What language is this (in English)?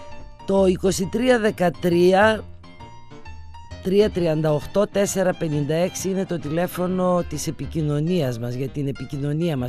Greek